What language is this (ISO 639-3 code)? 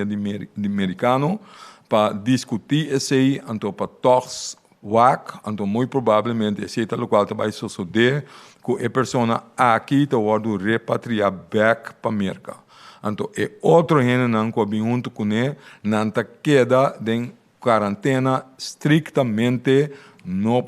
pap